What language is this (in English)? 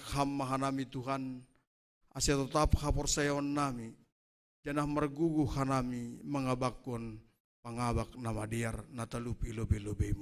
Batak Simalungun